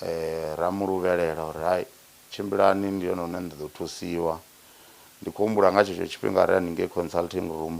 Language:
Venda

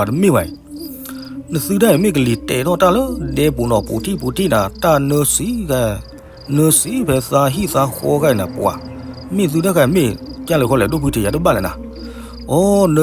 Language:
S'gaw Karen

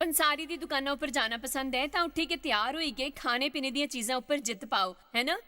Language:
Dogri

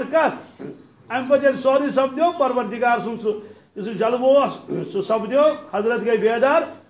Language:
Kashmiri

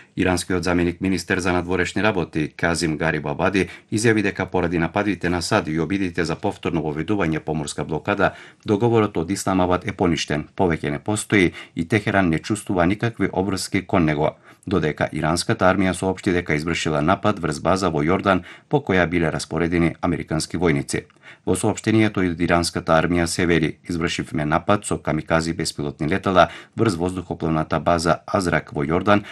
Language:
Macedonian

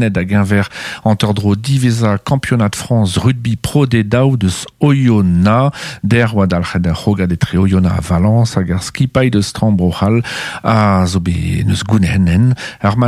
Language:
Breton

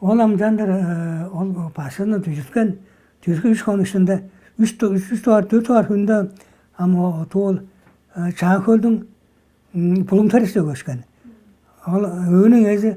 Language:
Tuvinian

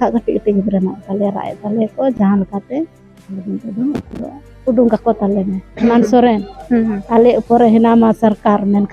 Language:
Santali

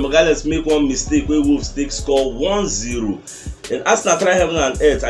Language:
Nigerian Pidgin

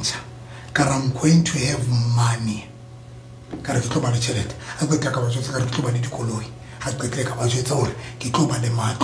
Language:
Southern Sotho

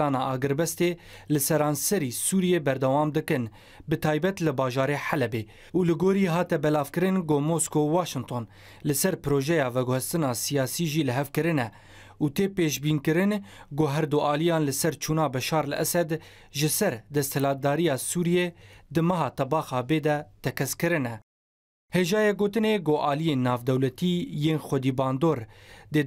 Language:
Kurdish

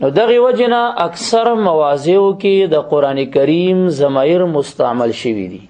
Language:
Pashto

